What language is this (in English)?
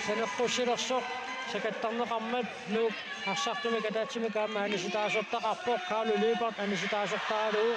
Kalaallisut